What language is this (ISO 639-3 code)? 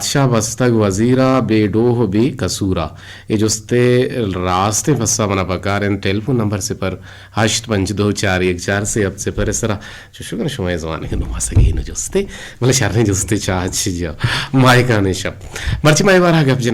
bgp